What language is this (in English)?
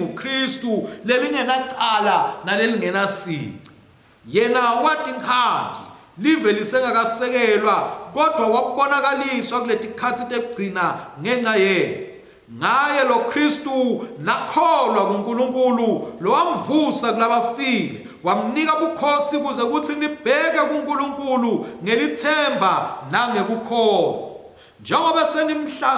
Swati